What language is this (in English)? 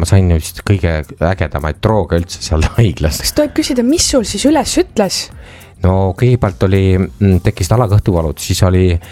Estonian